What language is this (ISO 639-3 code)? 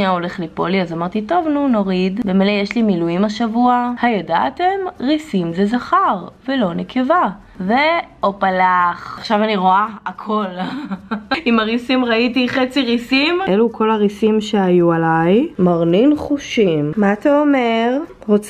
heb